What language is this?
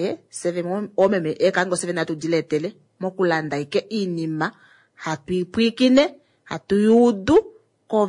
Kuanyama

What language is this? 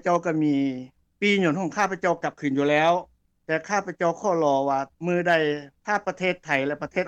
Lao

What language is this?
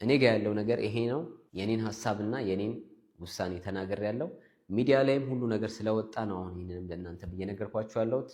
Amharic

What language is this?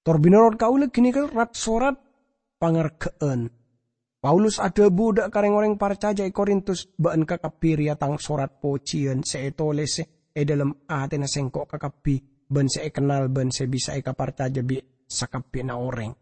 Madurese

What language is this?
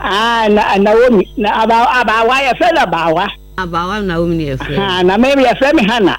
Akan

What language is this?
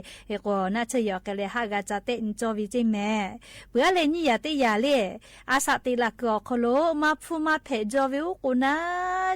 Lahu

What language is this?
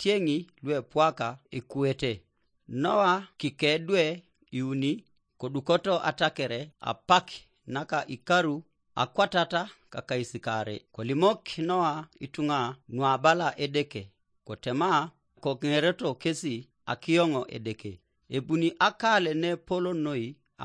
Teso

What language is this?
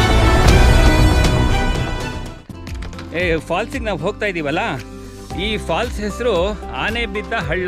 Kannada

